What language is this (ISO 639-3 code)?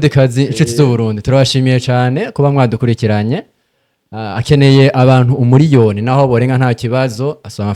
run